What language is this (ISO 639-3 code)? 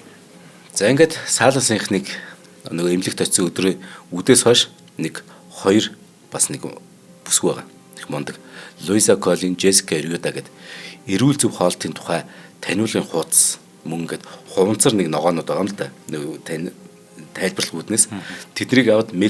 mon